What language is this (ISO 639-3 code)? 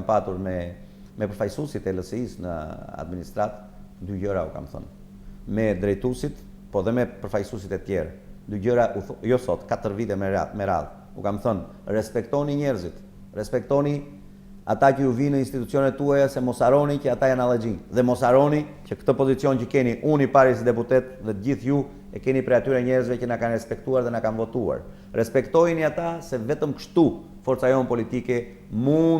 sqi